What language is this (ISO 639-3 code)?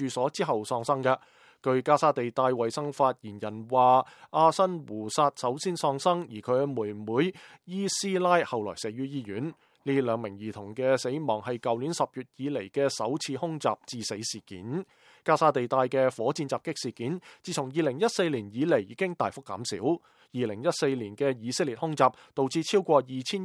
yue